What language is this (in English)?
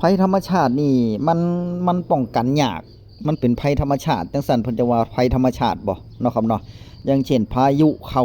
Northeastern Thai